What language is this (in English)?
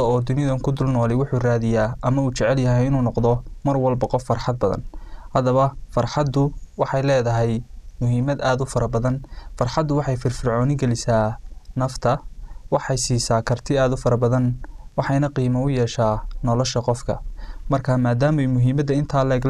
Somali